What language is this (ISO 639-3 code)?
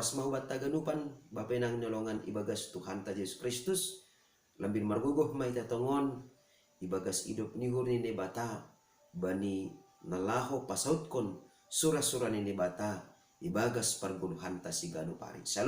bts